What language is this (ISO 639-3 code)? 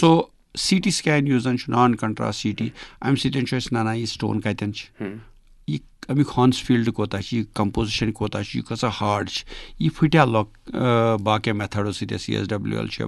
kas